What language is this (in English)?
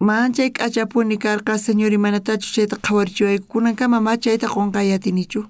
South Bolivian Quechua